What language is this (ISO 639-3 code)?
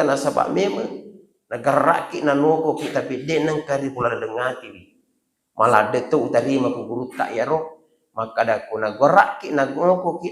bug